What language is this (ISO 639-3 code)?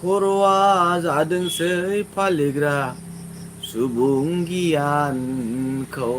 brx